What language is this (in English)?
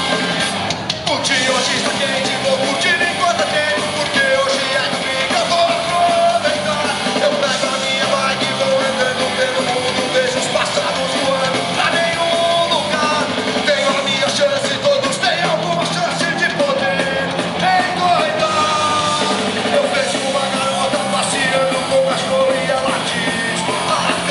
Portuguese